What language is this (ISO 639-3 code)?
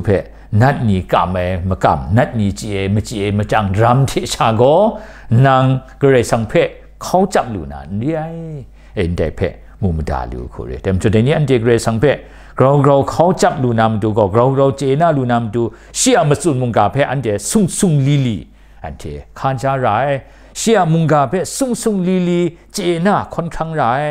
kac